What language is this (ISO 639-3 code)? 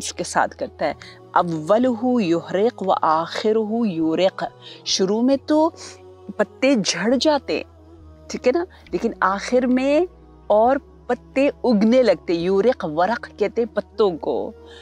urd